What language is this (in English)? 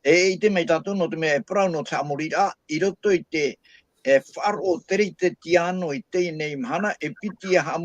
Tahitian